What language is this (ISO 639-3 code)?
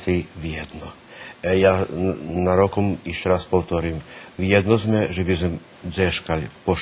rue